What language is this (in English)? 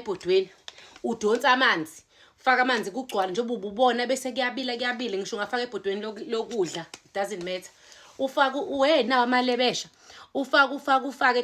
Zulu